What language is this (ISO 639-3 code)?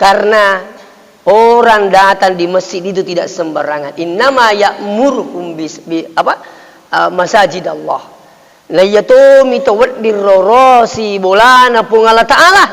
bug